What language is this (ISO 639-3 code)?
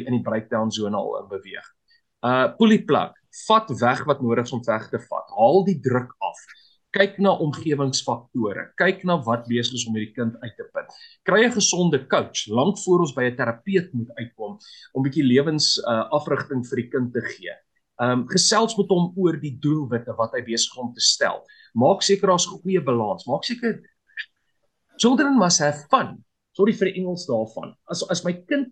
afr